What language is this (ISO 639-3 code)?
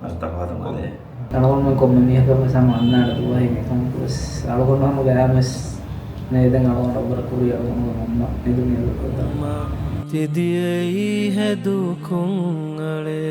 div